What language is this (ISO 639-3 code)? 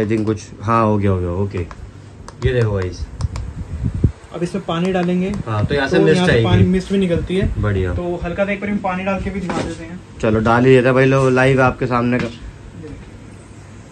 hin